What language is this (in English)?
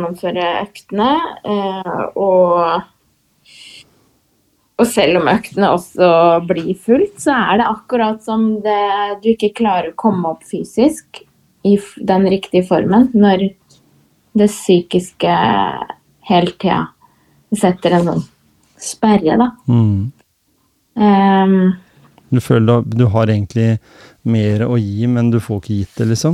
Norwegian